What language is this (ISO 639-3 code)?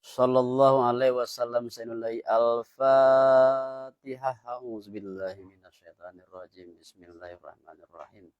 min